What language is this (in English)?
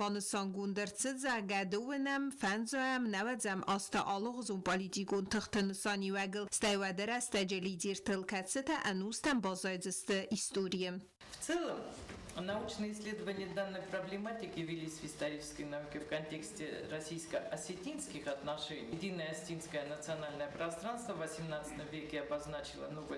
Ossetic